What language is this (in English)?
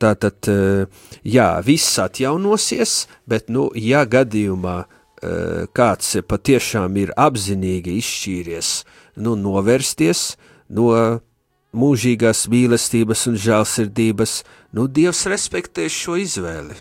Latvian